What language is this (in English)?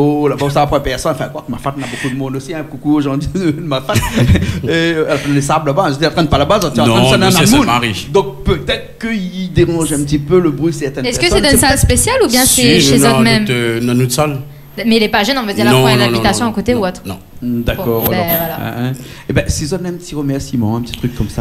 Réunion Creole French